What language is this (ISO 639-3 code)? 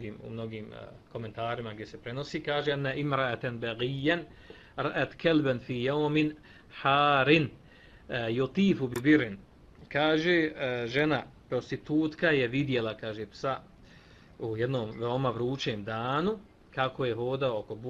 bos